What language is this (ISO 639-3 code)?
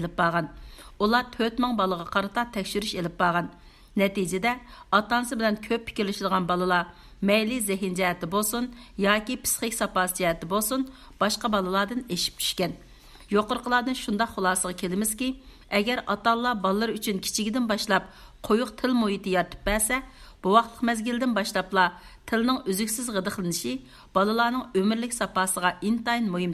uig